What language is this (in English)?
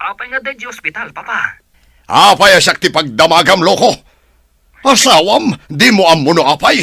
Iloko